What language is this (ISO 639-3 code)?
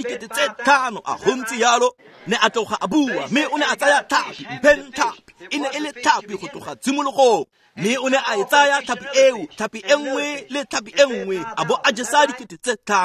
tsn